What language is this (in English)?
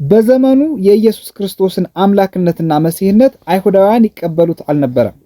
Amharic